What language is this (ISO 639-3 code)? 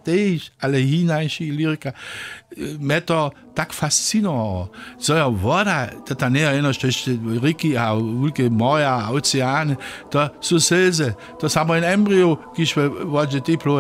hsb